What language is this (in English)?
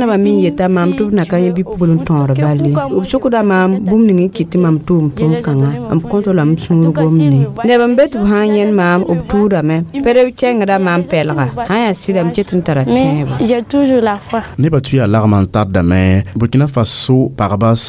Mossi